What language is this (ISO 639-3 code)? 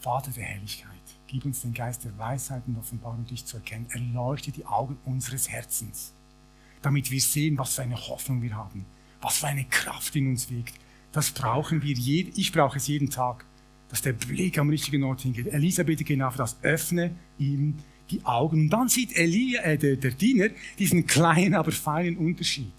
gsw